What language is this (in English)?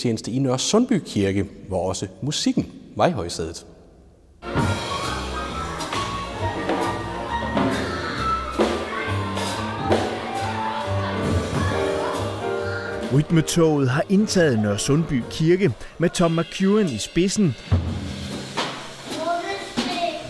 Danish